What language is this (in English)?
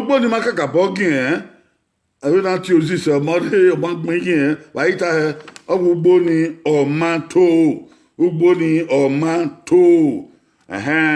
Bini